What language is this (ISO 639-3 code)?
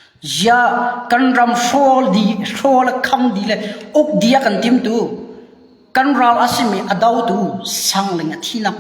cnh